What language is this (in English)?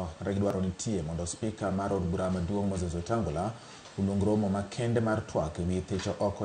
Luo (Kenya and Tanzania)